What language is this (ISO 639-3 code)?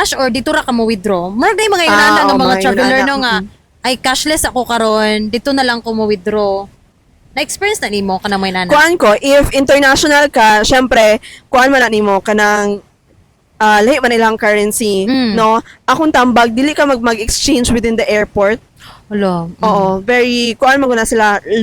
ceb